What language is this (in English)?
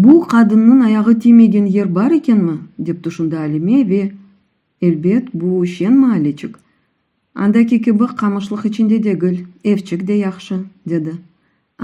Crimean Tatar